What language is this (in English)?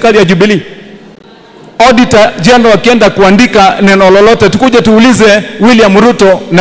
Swahili